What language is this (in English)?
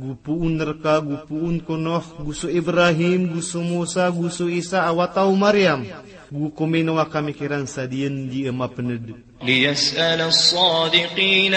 Maranao